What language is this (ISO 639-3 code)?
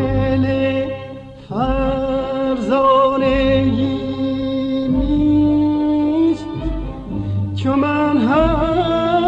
fas